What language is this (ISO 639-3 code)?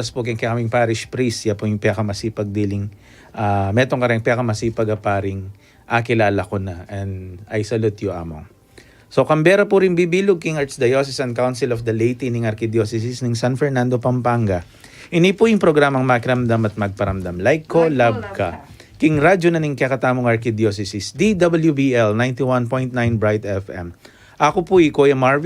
pam